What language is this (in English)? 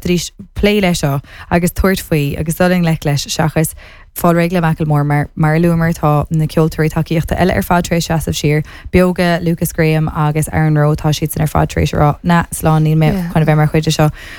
Irish